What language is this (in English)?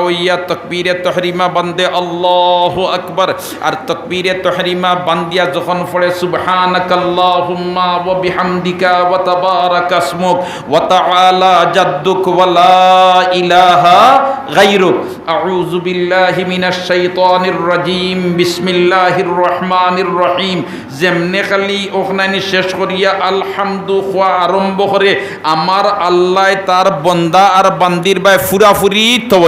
Sylheti